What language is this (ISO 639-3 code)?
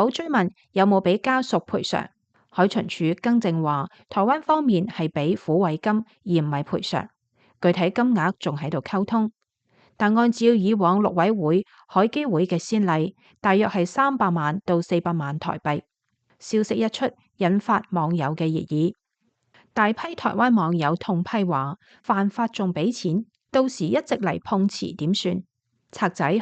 yue